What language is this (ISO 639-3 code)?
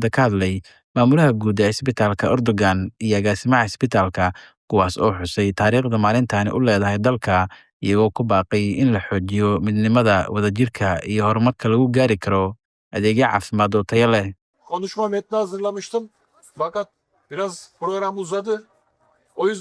som